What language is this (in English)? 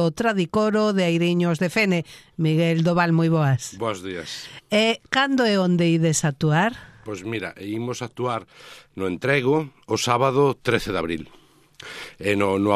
Galician